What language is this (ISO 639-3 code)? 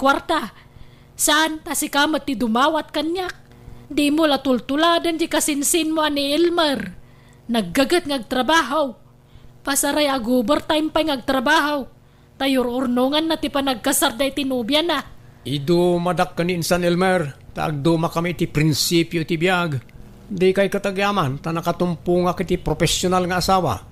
ilo